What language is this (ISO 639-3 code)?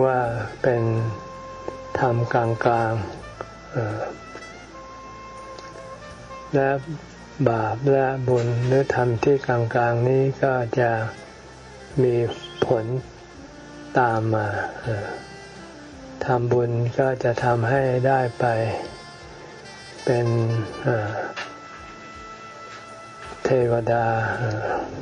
tha